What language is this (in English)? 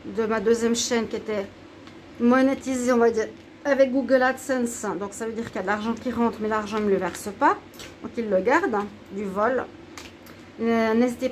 French